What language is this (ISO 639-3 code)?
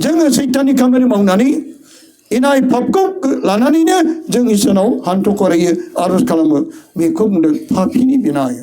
brx